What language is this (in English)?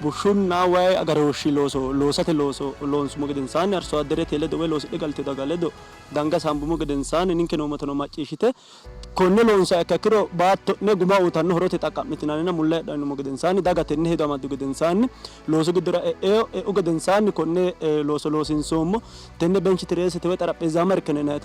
Sidamo